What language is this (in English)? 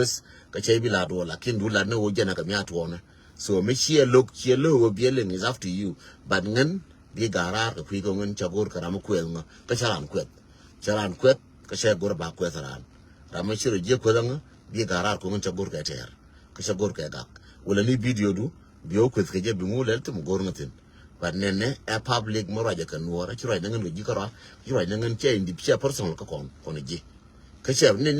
Nuer